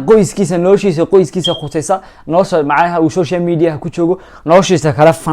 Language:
Somali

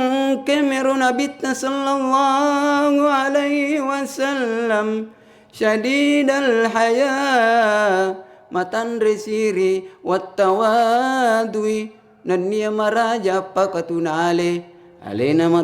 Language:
Buginese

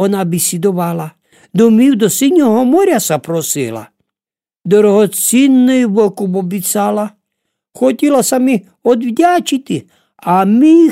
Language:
Rusyn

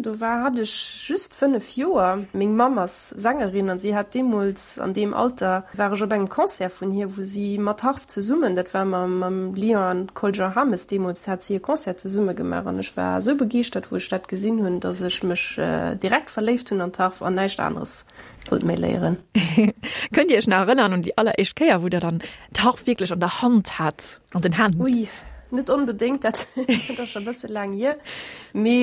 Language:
Luxembourgish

